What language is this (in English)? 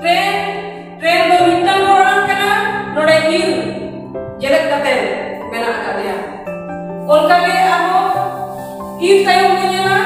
Santali